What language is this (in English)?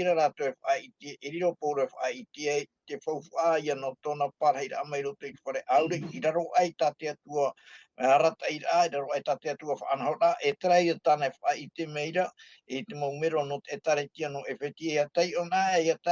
Tahitian